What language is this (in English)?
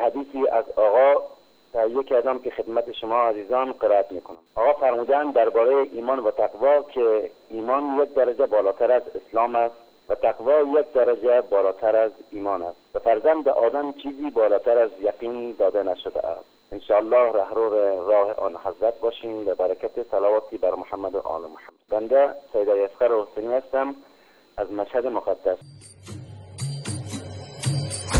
Persian